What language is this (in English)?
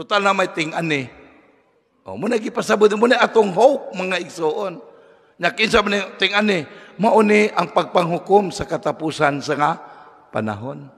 Cebuano